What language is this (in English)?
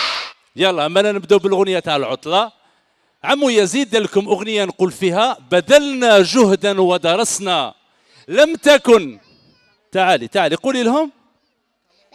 Algerian Arabic